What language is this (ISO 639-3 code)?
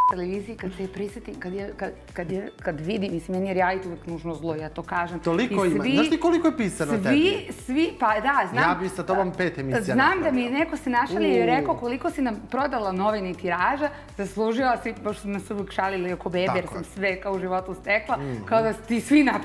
srp